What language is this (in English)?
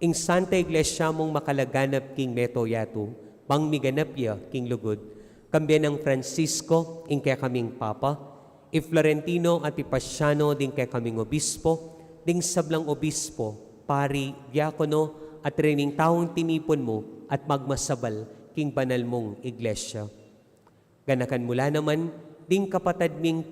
Pampanga